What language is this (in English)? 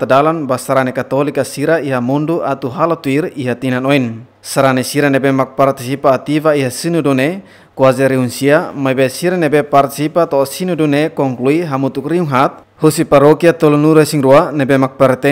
Tetum